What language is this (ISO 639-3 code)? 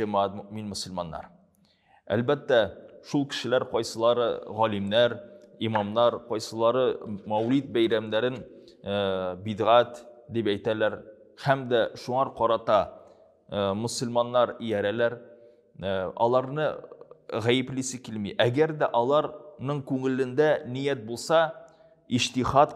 tat